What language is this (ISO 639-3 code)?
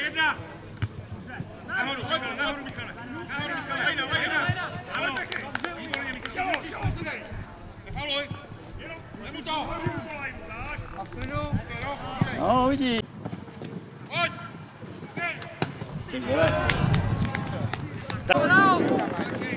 ces